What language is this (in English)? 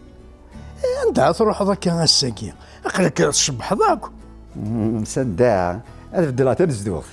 Kabyle